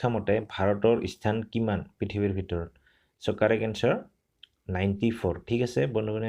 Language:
Assamese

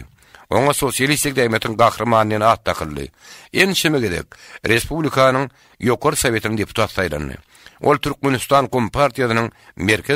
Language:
Turkmen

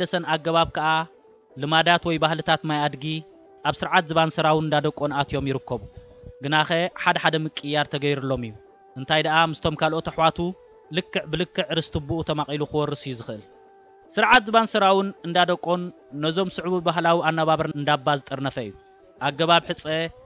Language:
Tigrinya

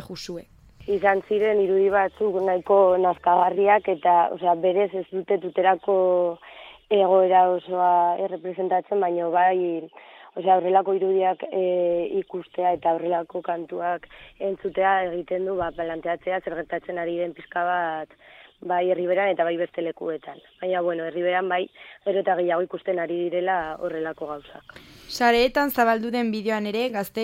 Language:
Basque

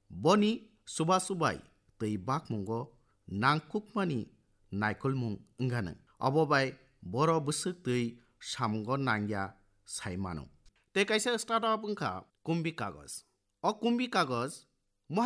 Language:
Kok Borok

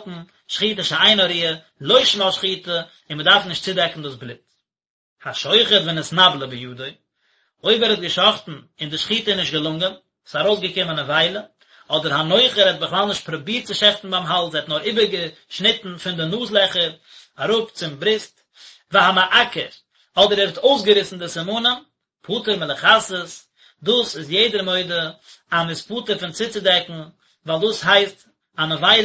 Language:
Yiddish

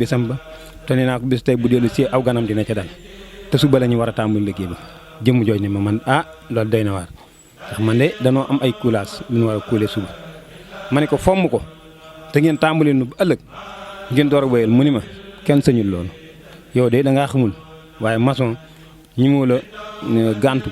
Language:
Wolof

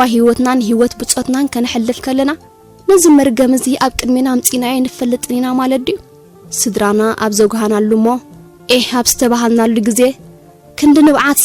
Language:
Tigrinya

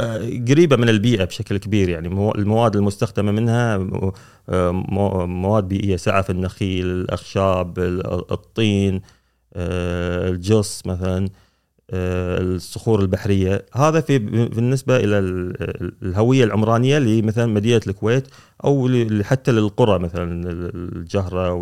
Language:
Gulf Arabic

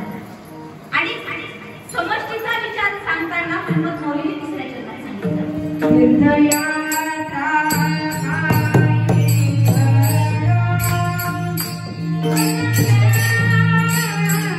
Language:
Marathi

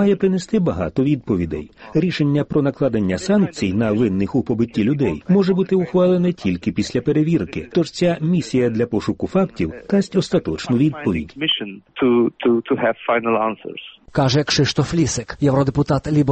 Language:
Ukrainian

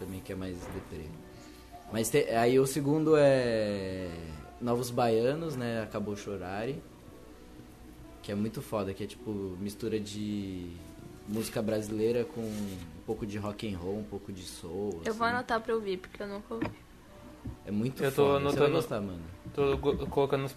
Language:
Portuguese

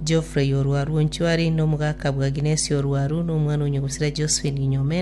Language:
Gusii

